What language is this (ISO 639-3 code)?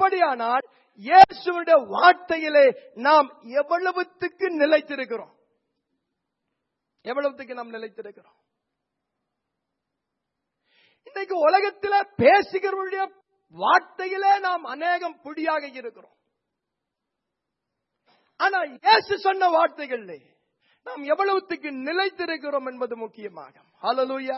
tam